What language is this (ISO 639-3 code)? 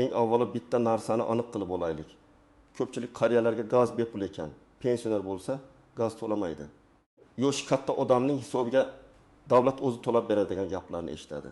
uzb